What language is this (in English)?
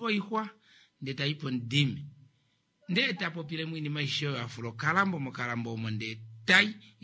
Kuanyama